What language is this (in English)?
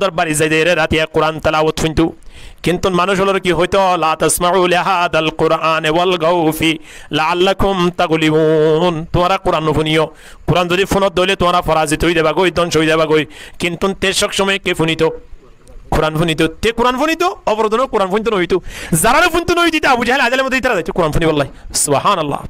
Rohingya